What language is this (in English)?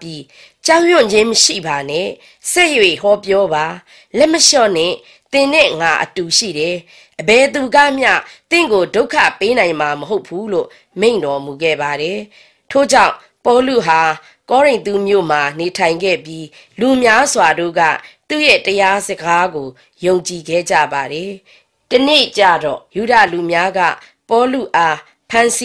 Burmese